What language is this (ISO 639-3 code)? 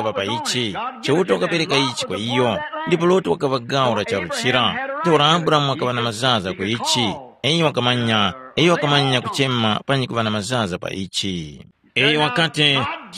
tum